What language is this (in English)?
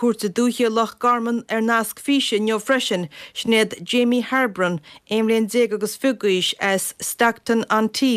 Irish